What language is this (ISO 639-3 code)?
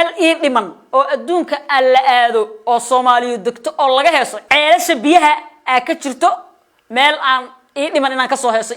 som